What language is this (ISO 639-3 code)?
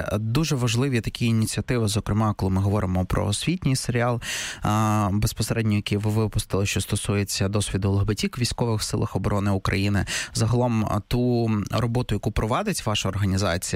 ukr